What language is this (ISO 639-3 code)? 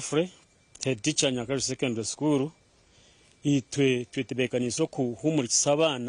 nyn